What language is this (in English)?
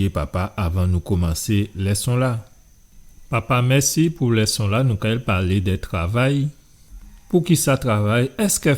Guadeloupean Creole French